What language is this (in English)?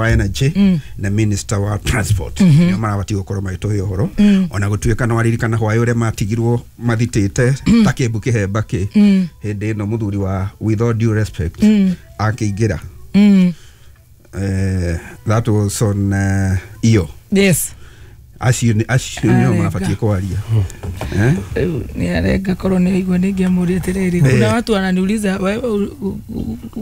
Kikuyu